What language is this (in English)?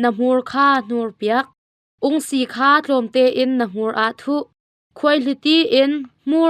Hakha Chin